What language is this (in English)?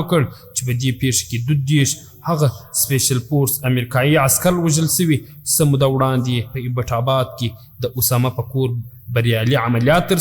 Pashto